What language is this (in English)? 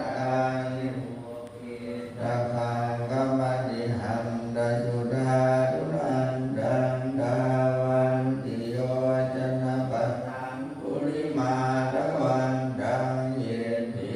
Pali